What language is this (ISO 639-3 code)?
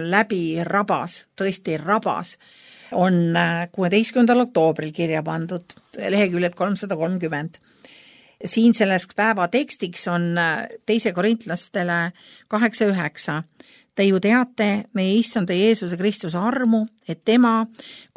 est